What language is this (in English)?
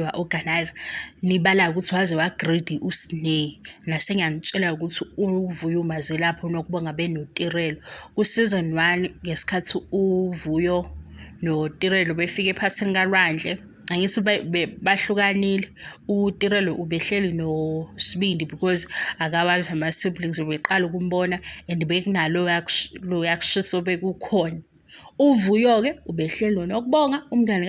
Zulu